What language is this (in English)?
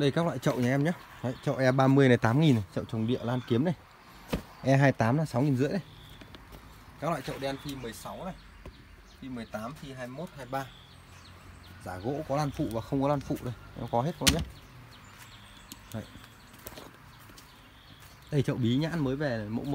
Vietnamese